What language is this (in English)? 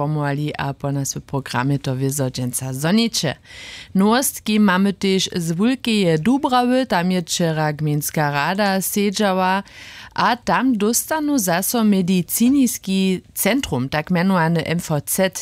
Upper Sorbian